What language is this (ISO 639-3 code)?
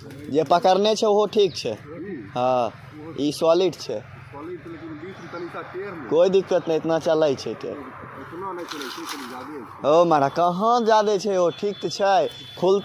mai